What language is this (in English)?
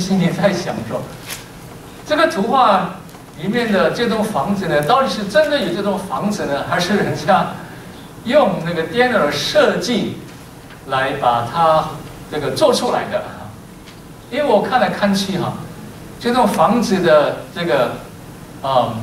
Chinese